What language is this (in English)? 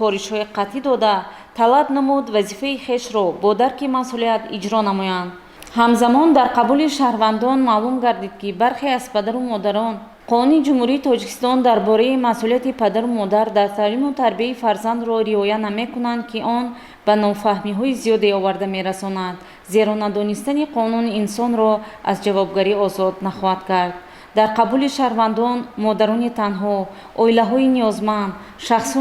Tajik